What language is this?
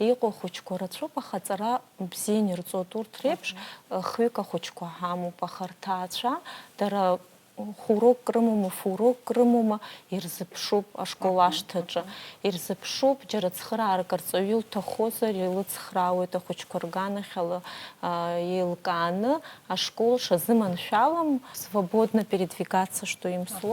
Abkhazian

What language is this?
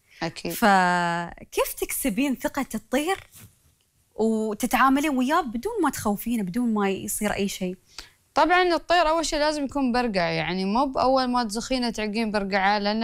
Gulf Arabic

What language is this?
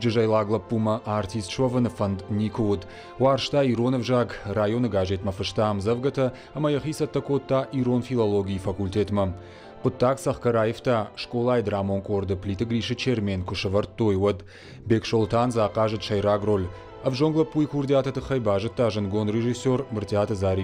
Ossetic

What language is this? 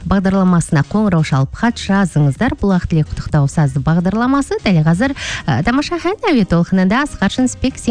Kazakh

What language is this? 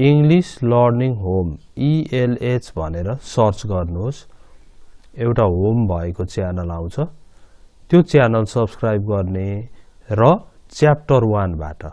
Nepali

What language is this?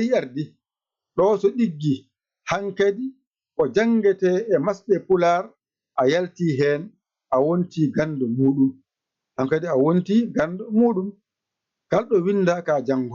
Fula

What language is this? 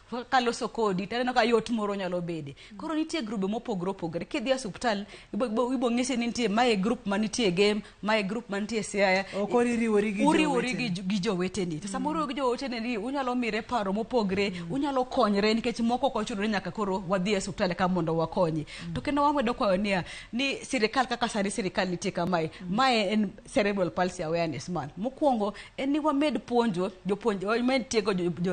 Luo (Kenya and Tanzania)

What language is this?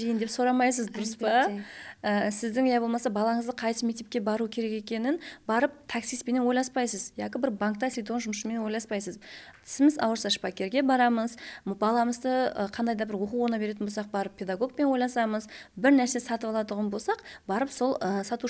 Kara-Kalpak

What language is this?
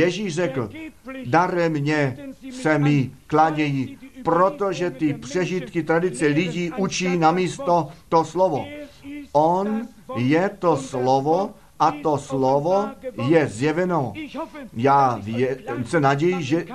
Czech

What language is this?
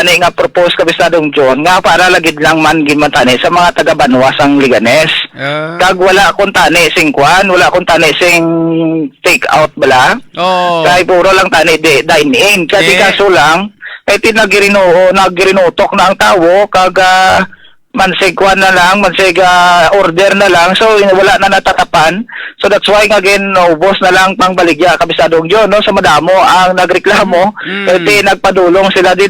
Hiligaynon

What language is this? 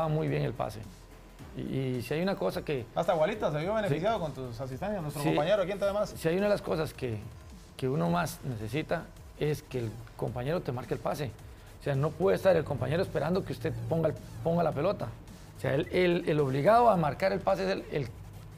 Spanish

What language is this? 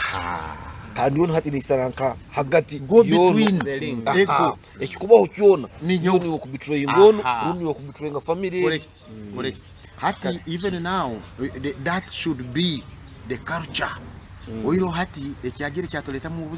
Nyoro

